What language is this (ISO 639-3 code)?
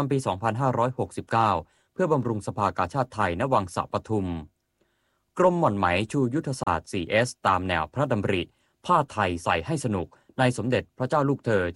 tha